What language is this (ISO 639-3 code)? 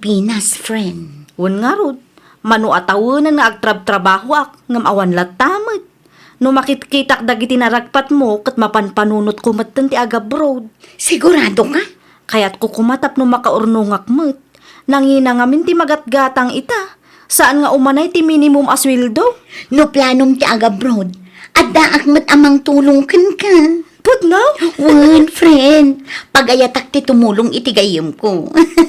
ilo